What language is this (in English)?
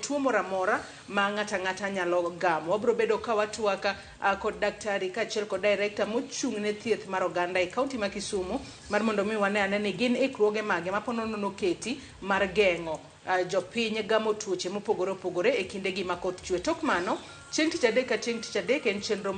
Luo (Kenya and Tanzania)